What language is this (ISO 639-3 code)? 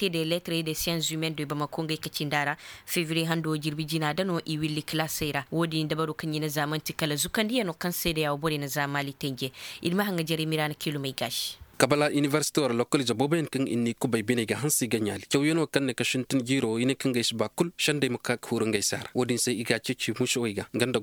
ses